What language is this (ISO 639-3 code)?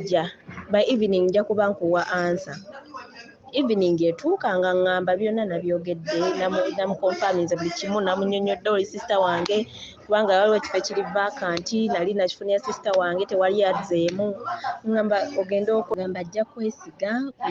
lug